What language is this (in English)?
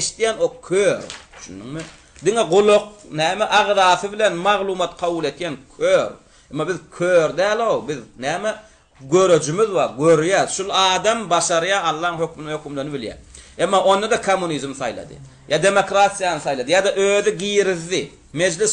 Turkmen